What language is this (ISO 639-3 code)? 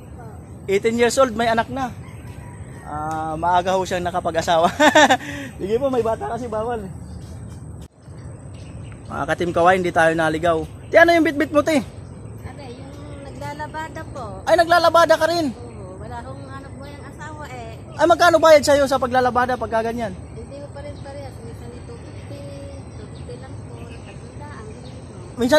fil